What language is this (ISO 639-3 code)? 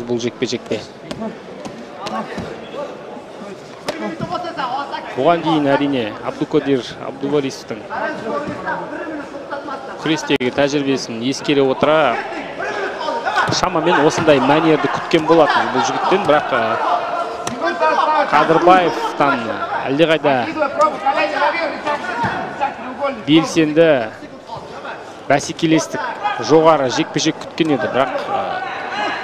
kaz